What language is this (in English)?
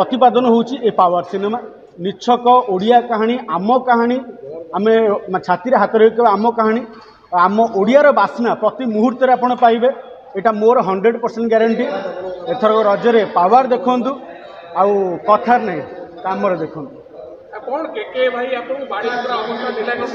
Odia